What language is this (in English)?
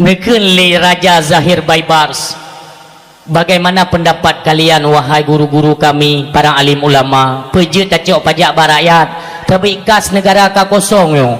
Achinese